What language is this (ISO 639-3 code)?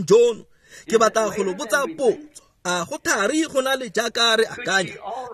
tsn